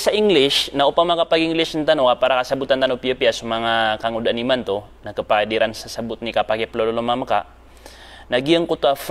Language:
Maranao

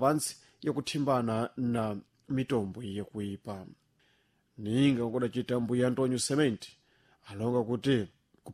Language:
Sena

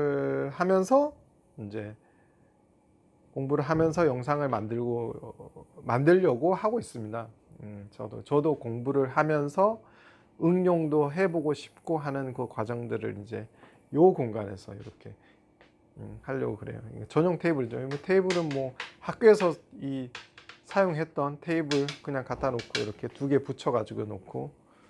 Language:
Korean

